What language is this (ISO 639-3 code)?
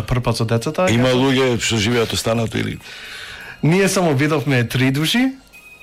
mkd